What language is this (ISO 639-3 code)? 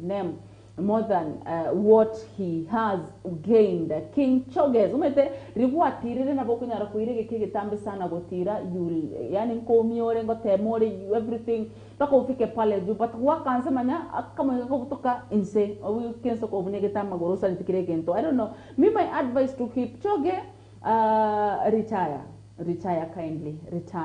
guz